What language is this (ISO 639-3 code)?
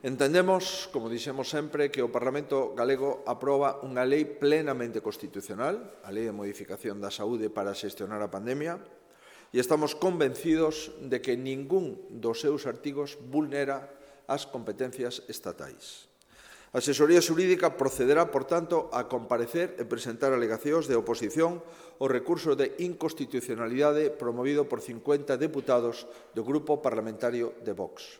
glg